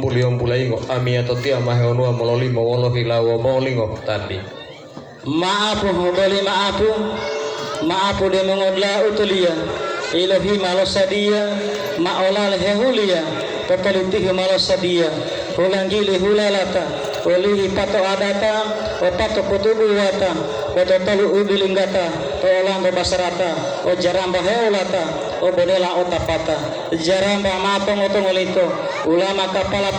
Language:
Gorontalo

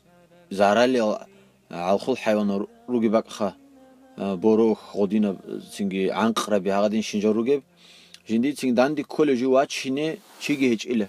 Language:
Avaric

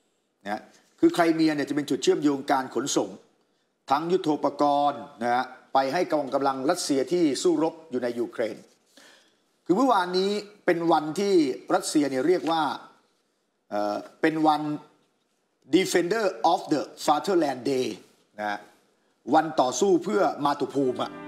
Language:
Thai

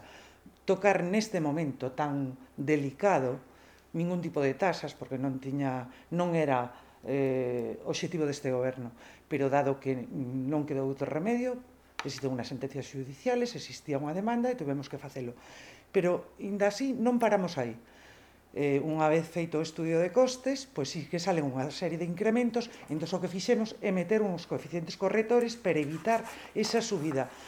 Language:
Galician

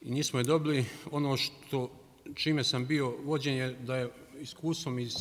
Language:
Bosnian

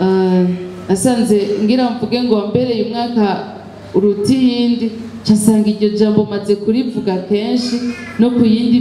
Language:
Rundi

